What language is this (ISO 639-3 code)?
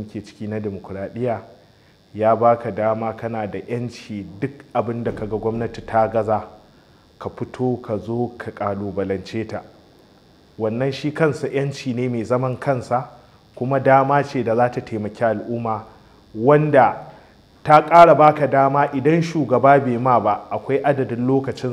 hau